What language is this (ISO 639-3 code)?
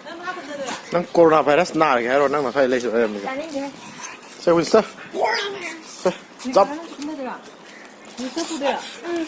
mni